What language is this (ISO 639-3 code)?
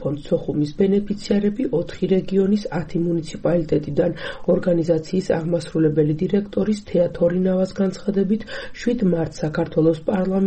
kat